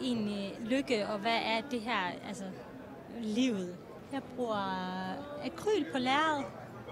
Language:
Danish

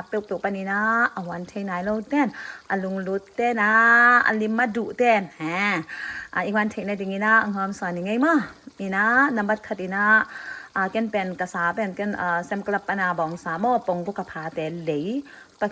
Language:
Tedim Chin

